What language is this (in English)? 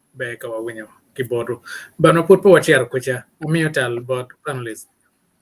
Acoli